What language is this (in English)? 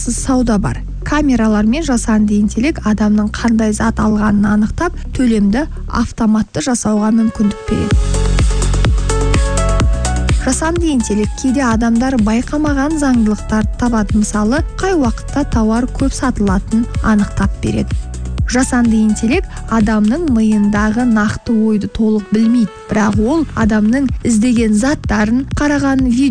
Kazakh